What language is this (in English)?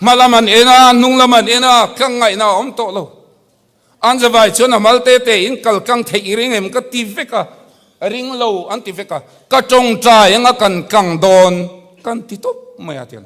Mizo